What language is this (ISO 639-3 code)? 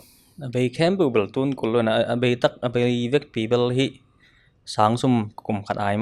ctd